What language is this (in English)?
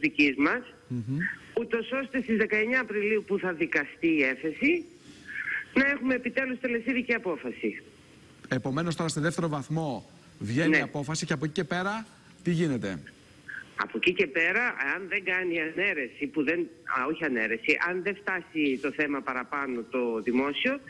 Greek